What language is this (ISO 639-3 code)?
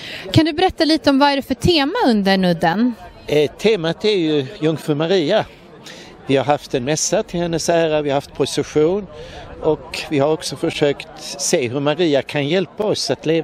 swe